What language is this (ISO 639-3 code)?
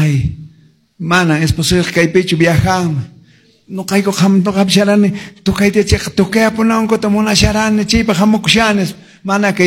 que